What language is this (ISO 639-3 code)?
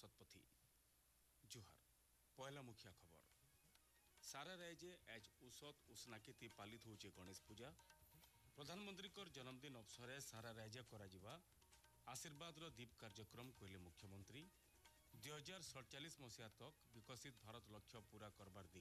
ori